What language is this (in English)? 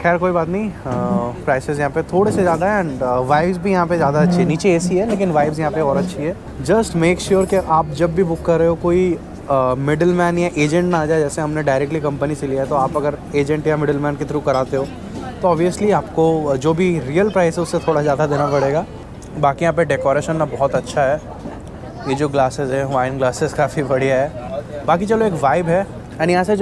Hindi